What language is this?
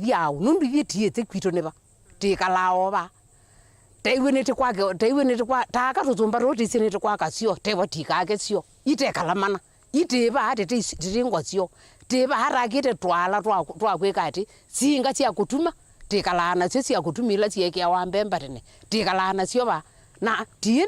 Kamba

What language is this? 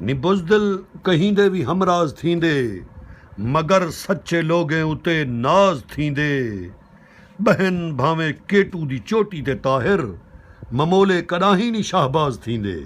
Saraiki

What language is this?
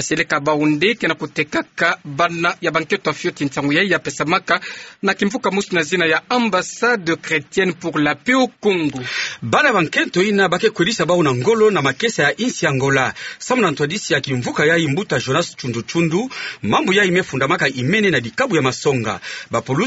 Kituba (Democratic Republic of Congo)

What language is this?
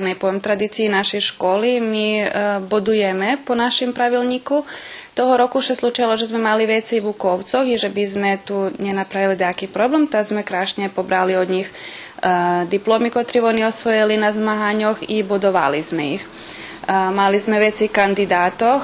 Rusyn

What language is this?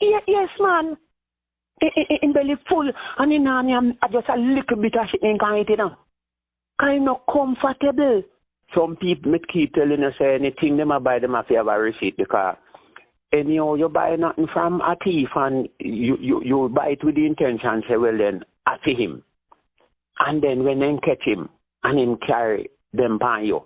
Jamaican Creole English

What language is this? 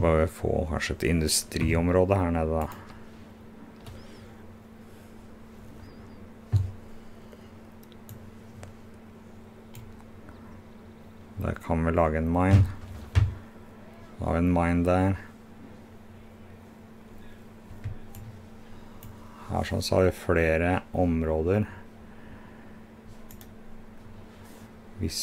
Norwegian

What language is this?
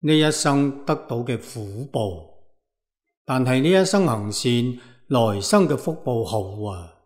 Cantonese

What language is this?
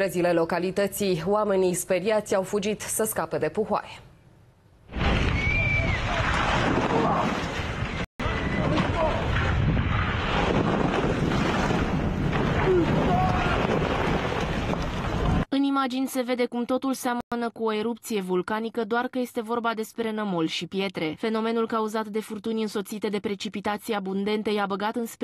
Romanian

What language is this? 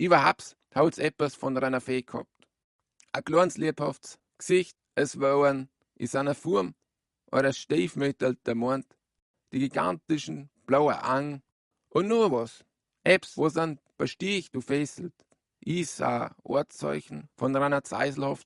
Bavarian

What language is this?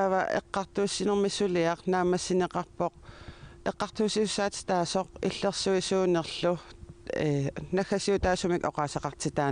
Kalaallisut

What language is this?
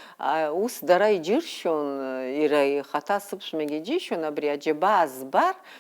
Abkhazian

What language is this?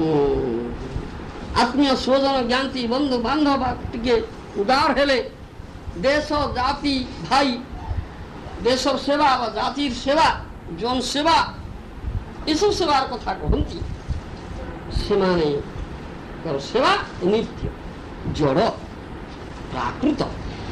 Odia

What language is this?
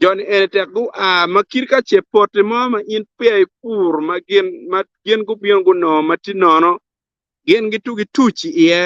Acoli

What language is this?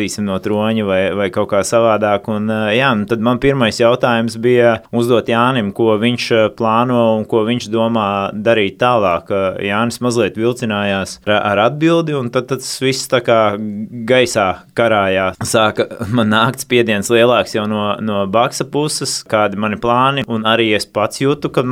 Latvian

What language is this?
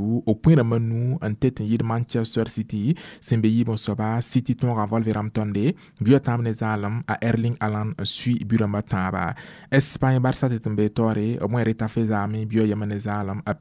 Mossi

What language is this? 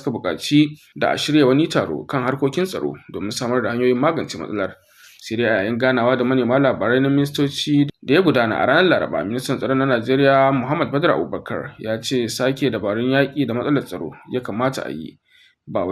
Hausa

